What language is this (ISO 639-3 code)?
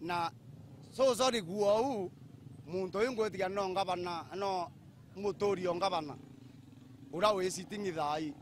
mer